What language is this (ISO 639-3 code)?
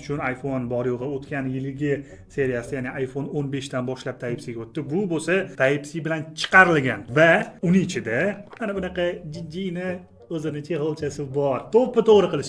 uzb